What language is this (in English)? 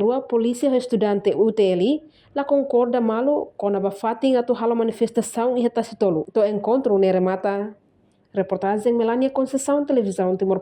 Tetum